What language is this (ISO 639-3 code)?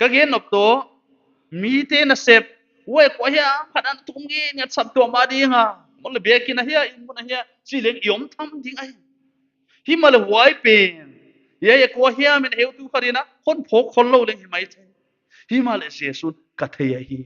pck